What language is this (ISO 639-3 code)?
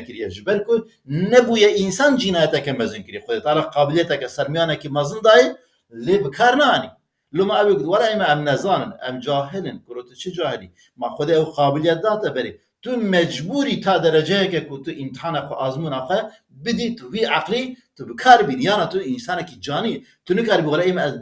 kur